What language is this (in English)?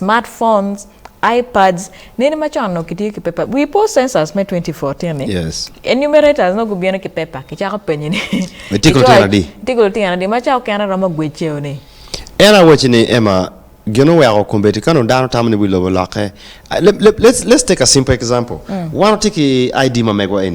Acoli